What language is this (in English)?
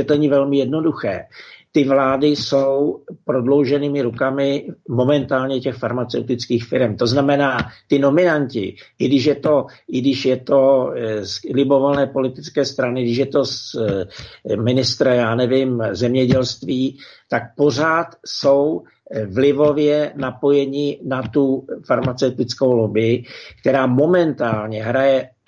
Czech